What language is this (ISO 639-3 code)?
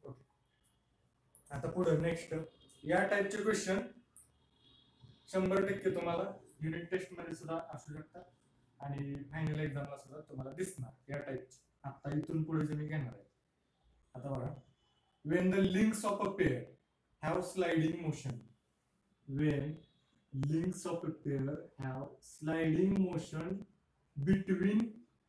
mar